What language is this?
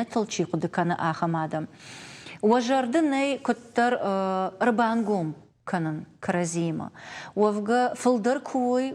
Ossetic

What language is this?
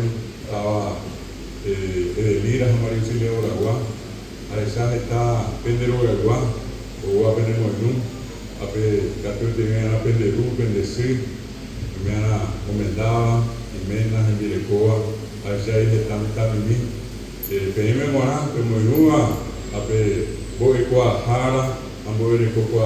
Guarani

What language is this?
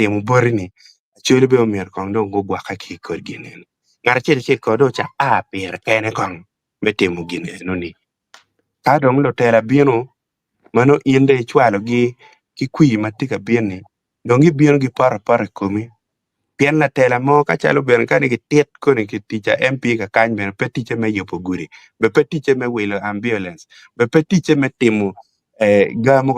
Acoli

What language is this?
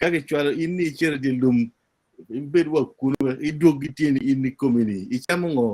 Acoli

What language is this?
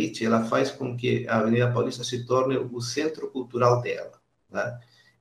Portuguese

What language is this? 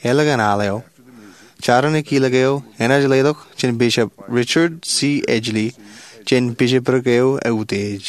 Marshallese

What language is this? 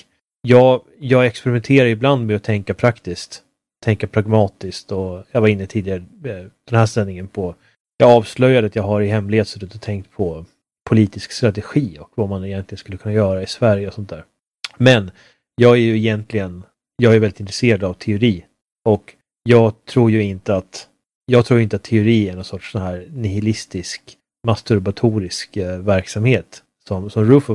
Swedish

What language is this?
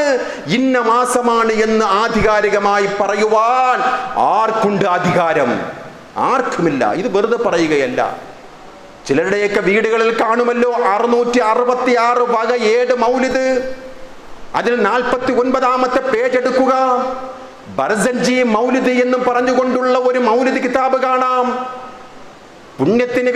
Malayalam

